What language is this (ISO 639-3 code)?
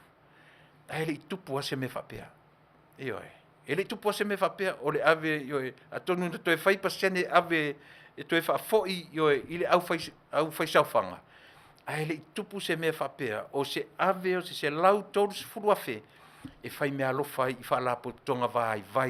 smo